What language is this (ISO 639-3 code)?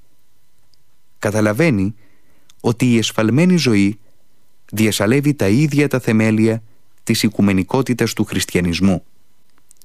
ell